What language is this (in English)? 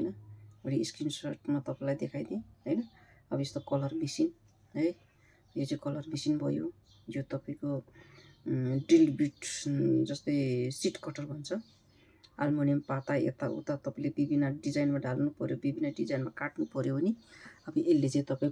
Nepali